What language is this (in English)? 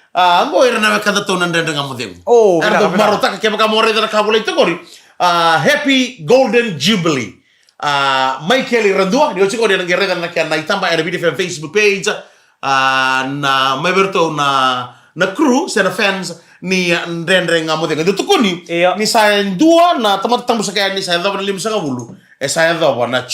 Fijian